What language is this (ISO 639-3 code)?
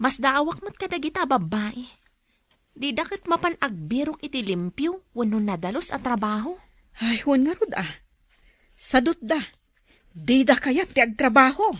ilo